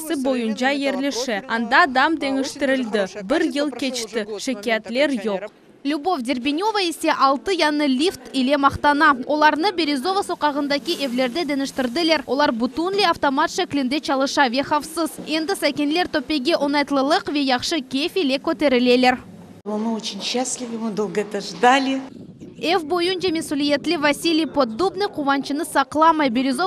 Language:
Crimean Tatar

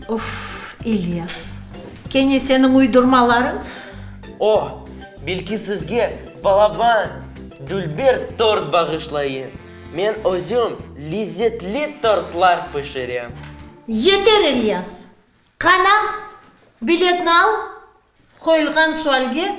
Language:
Crimean Tatar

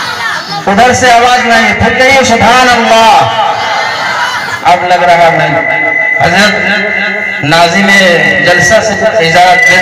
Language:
Urdu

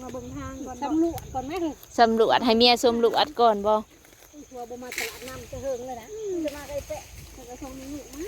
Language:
Northeastern Thai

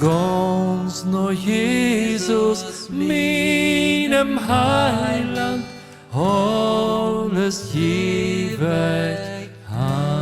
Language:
Plautdietsch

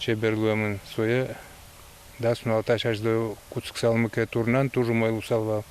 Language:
Udmurt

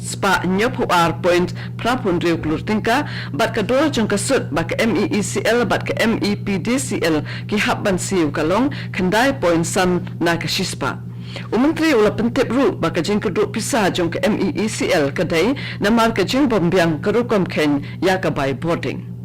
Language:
Khasi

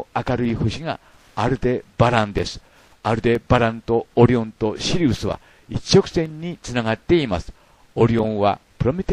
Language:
Japanese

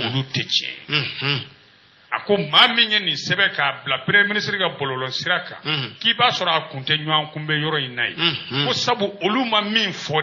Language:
Bambara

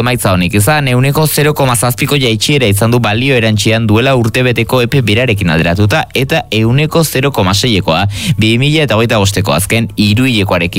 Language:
Basque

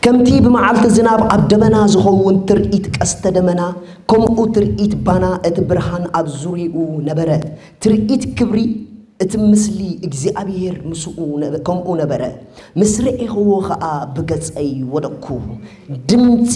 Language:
Tigrinya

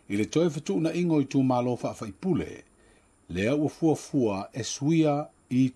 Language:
Samoan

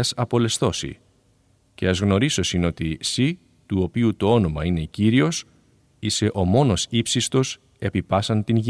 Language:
Greek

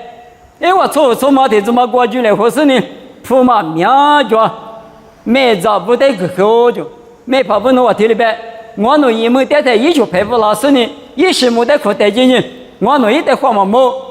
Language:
Lisu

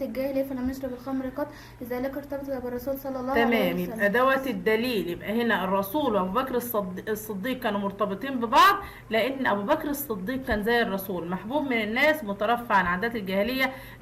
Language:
Egyptian Arabic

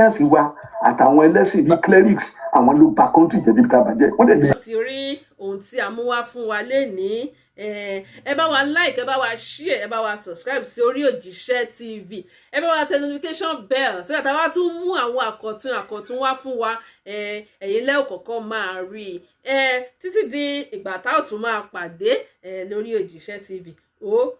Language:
Yoruba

